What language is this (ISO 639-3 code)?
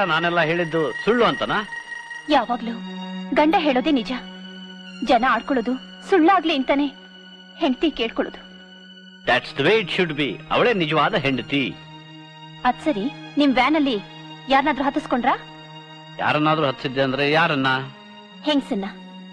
kan